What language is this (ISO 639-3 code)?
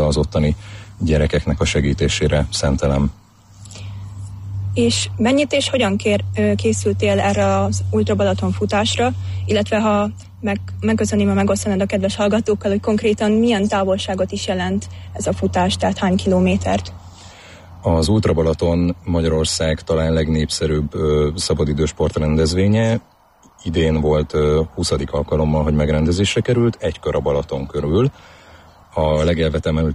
hun